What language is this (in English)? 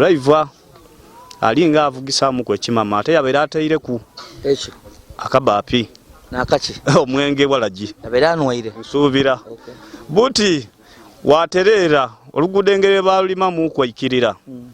Ganda